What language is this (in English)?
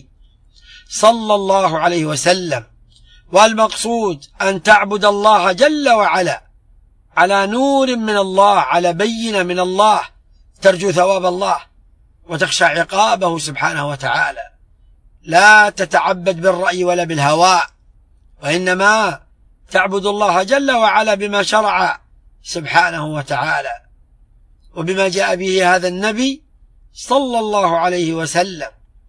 Arabic